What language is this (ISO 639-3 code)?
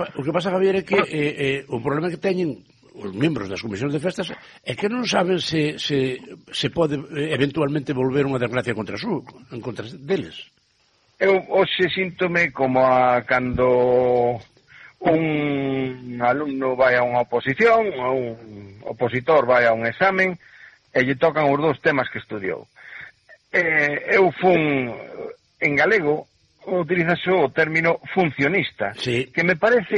glg